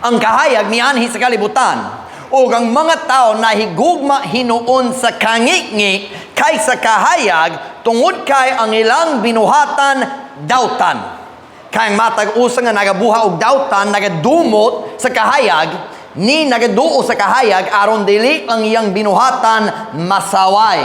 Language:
Cebuano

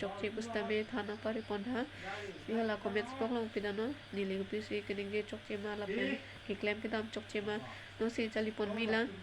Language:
Karbi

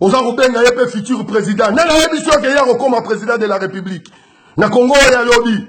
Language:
Lingala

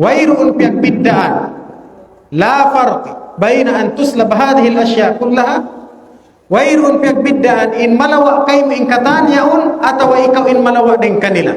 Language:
Tausug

